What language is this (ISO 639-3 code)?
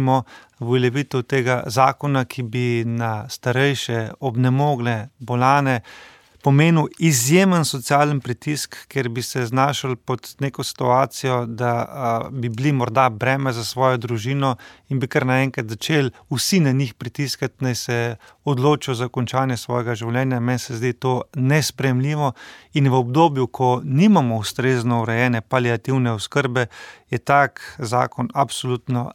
slv